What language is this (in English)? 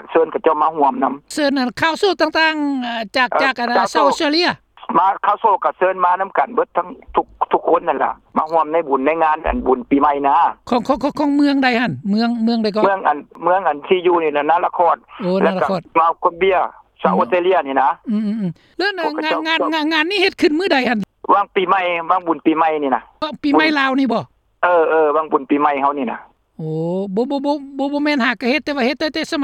Lao